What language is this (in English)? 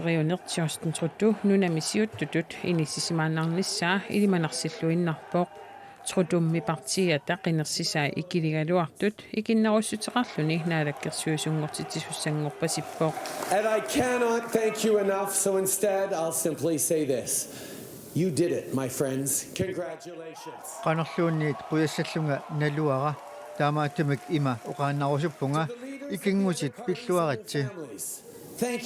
Kalaallisut